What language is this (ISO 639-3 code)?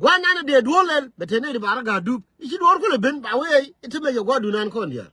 nus